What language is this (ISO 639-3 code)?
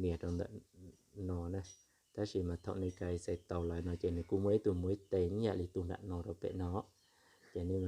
hmn